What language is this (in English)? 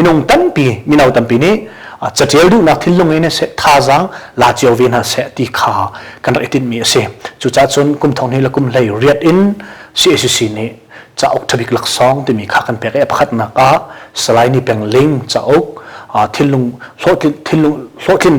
Hakha Chin